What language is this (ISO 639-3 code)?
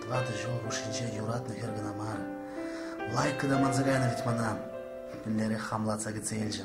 chv